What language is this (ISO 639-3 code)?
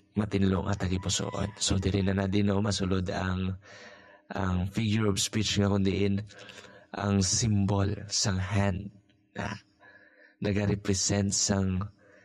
hil